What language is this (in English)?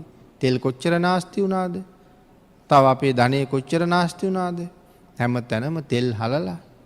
Sinhala